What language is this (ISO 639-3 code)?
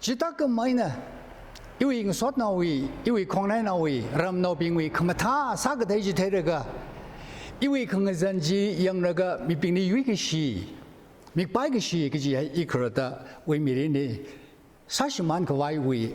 nmf